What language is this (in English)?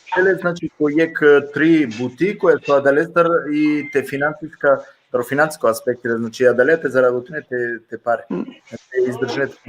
Balkan Romani